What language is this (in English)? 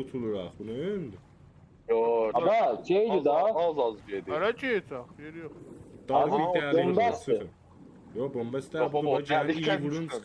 South Azerbaijani